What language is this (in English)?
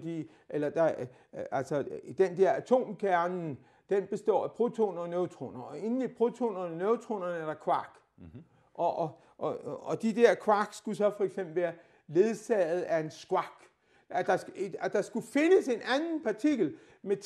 Danish